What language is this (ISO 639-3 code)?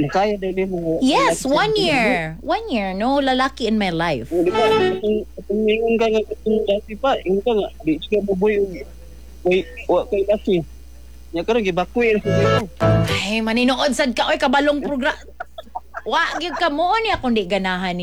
ceb